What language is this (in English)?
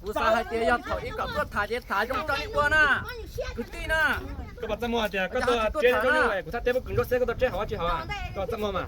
Hmong